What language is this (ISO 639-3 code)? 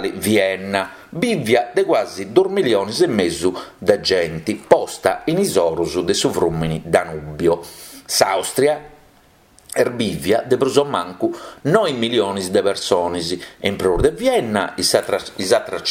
srd